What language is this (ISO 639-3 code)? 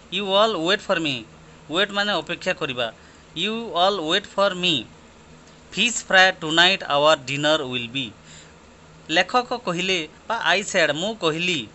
ori